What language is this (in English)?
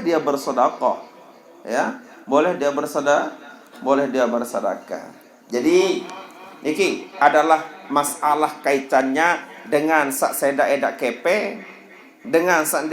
Sasak